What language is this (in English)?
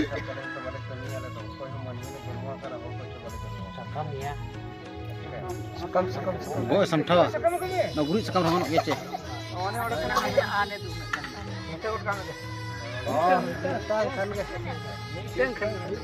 Santali